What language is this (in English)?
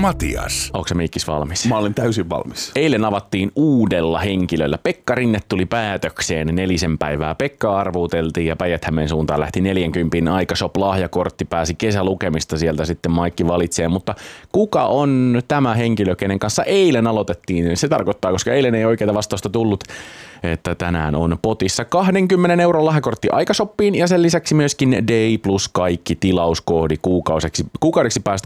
Finnish